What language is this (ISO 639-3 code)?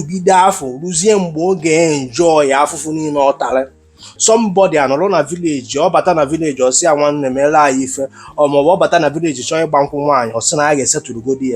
ibo